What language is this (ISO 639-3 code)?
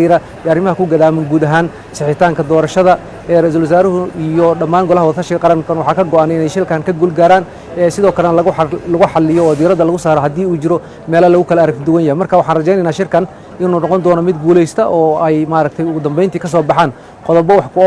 som